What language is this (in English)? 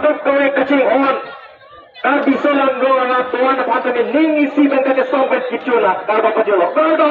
Karbi